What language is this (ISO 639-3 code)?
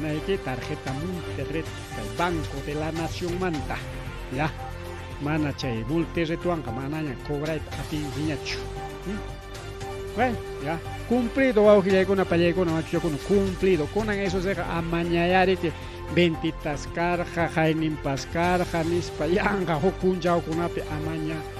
quy